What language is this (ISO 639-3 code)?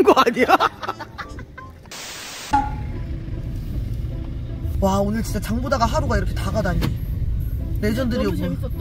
kor